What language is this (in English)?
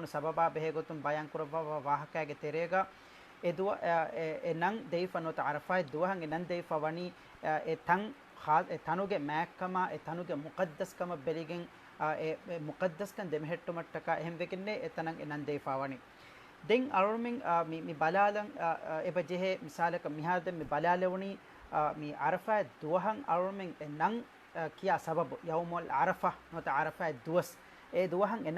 Divehi